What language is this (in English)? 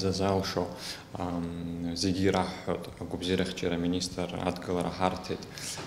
Abkhazian